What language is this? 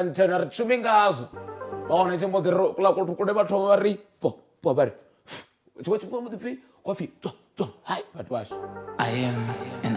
Venda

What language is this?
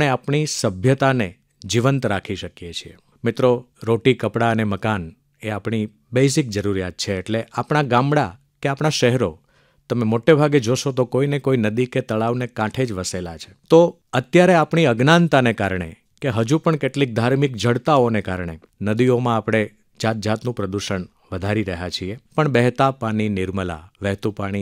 Gujarati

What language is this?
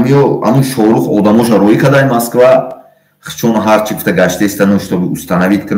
Tajik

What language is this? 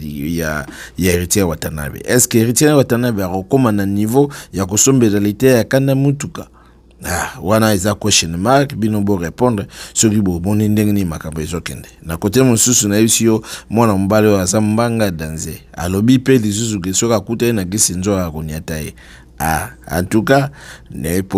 Lingala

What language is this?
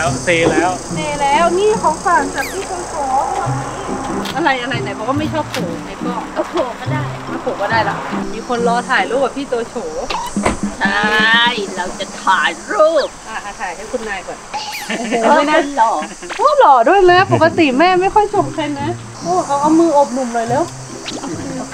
Thai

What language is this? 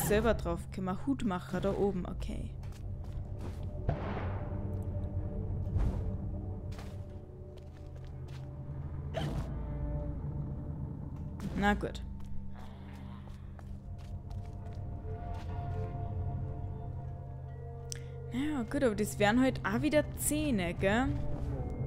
German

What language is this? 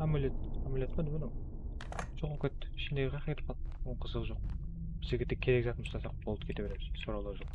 Kara-Kalpak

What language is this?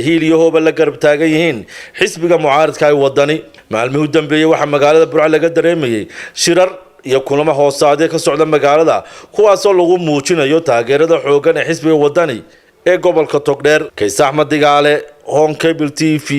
Somali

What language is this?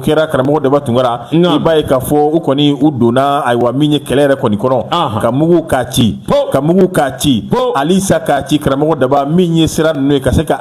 Bambara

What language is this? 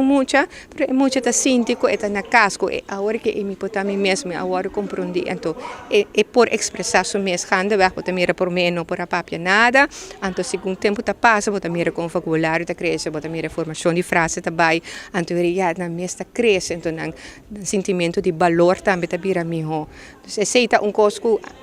Papiamento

